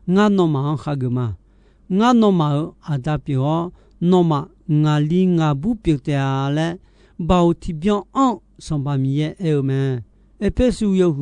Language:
Akha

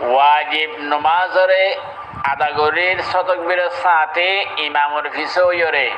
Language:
Rohingya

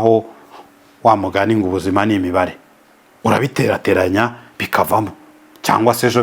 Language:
Kinyarwanda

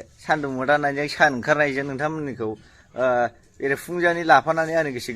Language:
Bodo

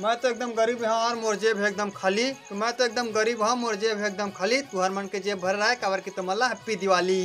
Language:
Chhattisgarhi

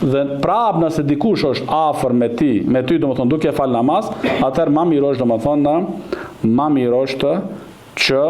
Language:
Albanian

